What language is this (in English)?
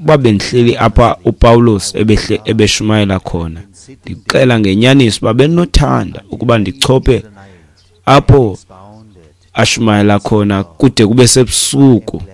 Xhosa